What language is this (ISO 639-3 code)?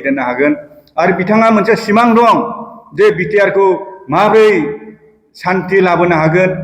brx